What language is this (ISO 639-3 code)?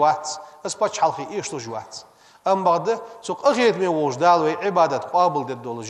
inh